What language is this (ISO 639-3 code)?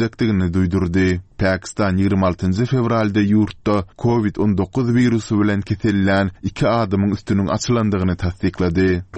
tuk